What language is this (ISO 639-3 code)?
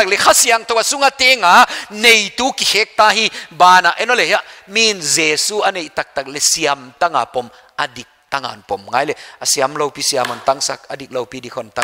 pck